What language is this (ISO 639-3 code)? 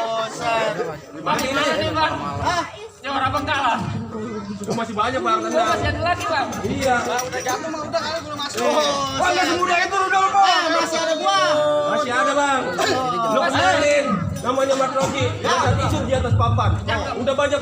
bew